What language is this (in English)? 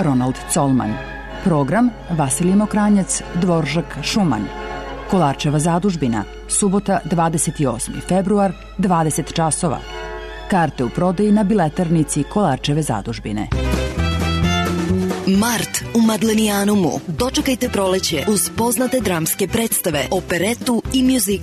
Serbian